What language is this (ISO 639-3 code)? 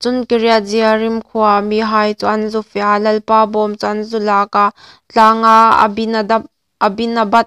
hmr